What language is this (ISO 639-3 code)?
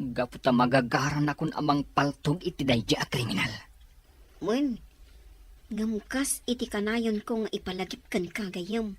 ilo